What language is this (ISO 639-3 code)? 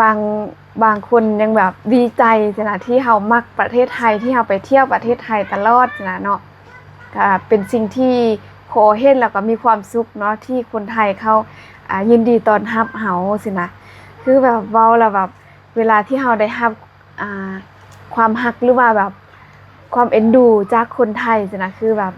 lao